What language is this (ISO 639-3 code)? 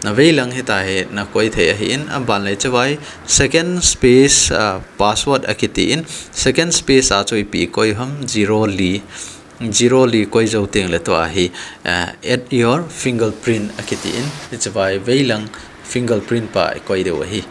tcz